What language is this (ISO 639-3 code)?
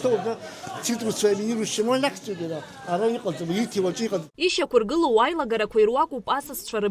abk